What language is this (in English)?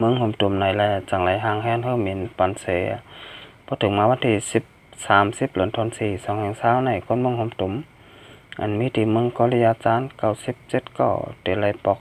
Shan